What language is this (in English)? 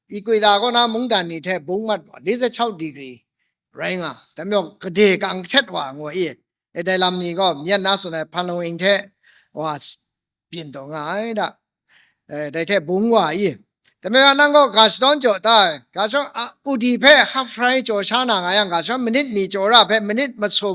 Kachin